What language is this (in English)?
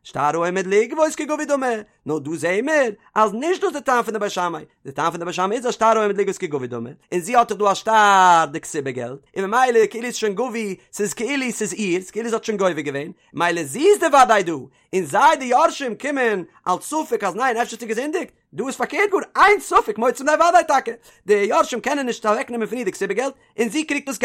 Yiddish